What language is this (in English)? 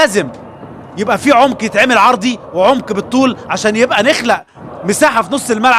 Egyptian Arabic